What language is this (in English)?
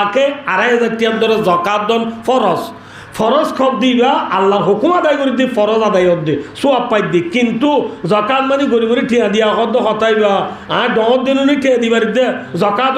Rohingya